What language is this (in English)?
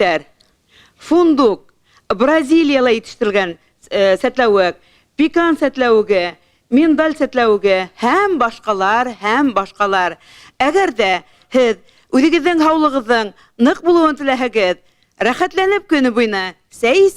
Bashkir